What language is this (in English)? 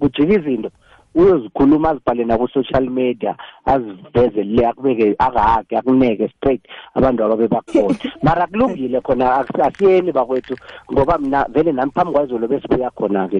South Ndebele